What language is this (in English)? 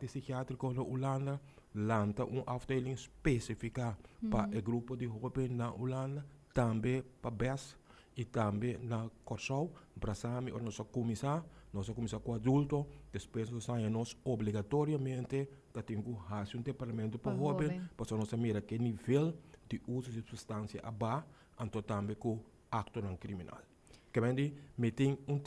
Papiamento